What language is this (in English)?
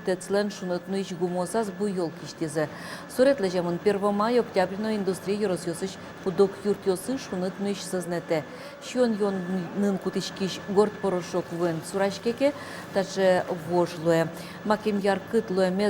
Udmurt